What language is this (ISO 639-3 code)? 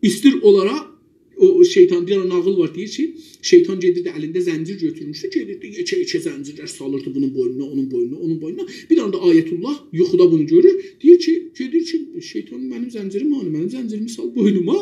azb